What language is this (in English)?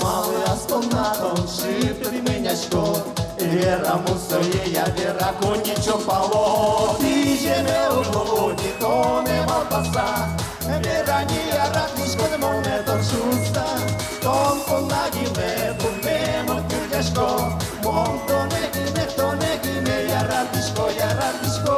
Udmurt